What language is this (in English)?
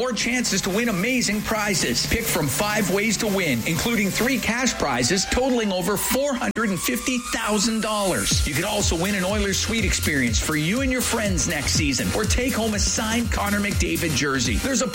English